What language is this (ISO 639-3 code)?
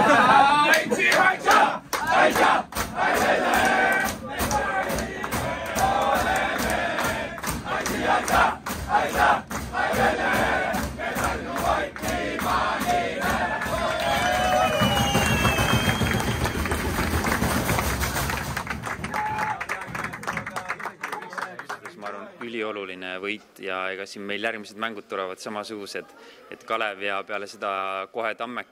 est